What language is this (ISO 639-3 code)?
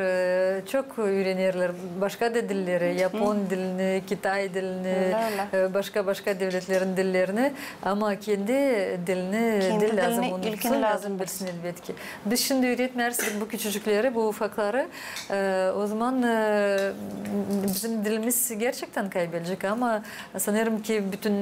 gag